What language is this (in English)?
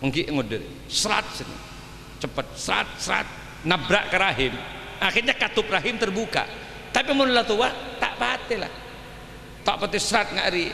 Madurese